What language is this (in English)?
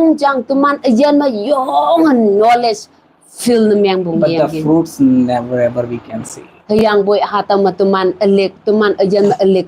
Konyak Naga